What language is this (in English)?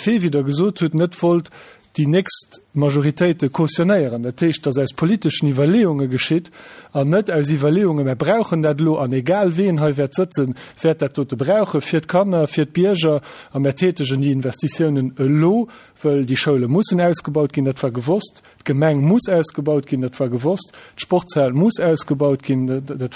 Luxembourgish